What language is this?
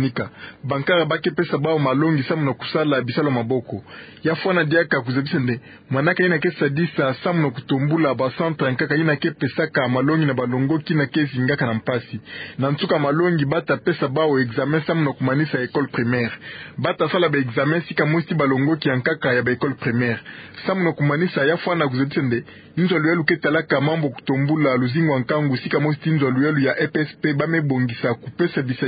Kituba (Democratic Republic of Congo)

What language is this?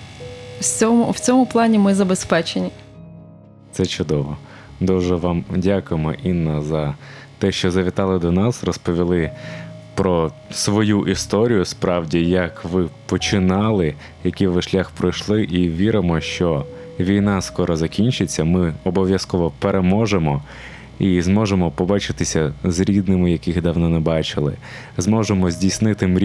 Ukrainian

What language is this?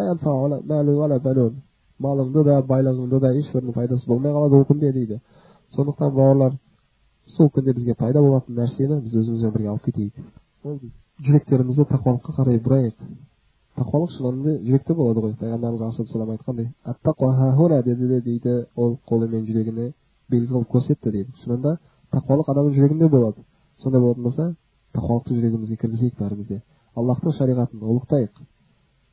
Kazakh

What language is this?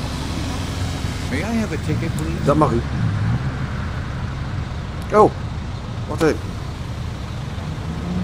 Dutch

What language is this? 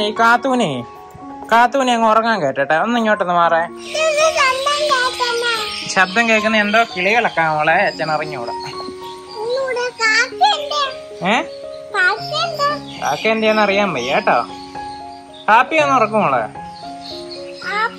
Malayalam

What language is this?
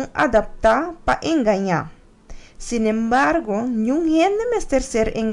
Papiamento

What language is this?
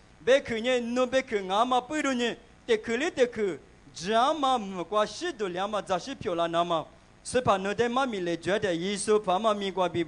Lisu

